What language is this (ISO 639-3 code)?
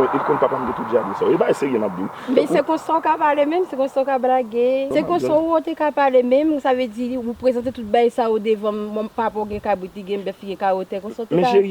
hat